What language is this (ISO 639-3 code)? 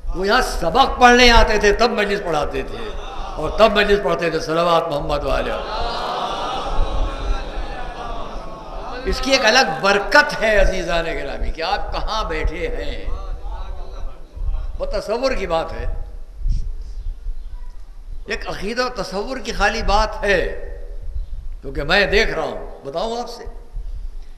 urd